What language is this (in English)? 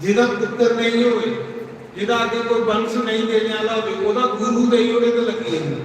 Dogri